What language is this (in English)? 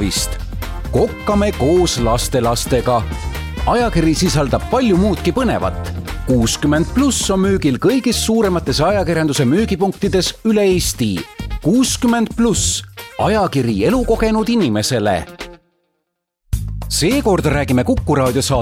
Estonian